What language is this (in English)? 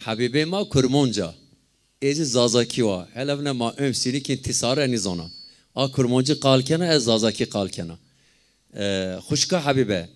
Zaza